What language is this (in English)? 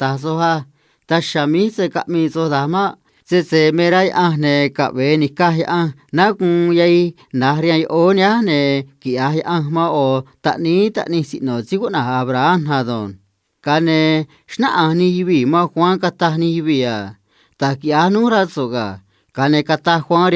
Copala Triqui